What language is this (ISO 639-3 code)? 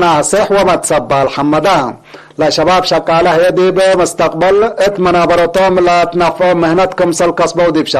tig